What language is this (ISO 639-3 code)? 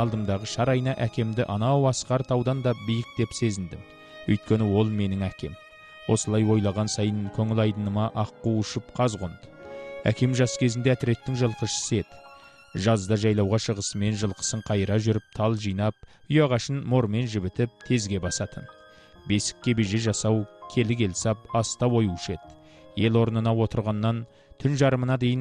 kaz